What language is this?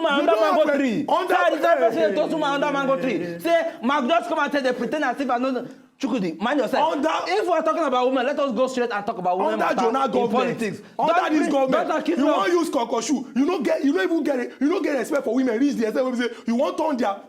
Nigerian Pidgin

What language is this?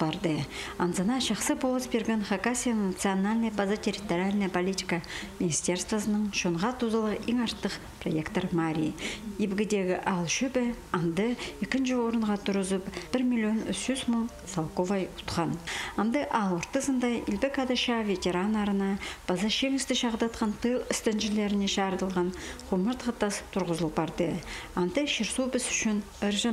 Khakas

